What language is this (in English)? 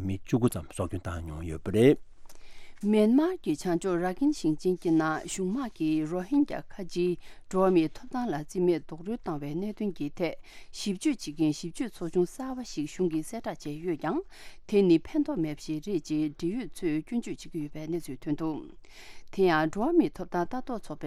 Tibetan